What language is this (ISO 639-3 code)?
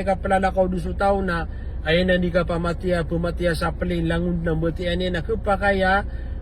mrw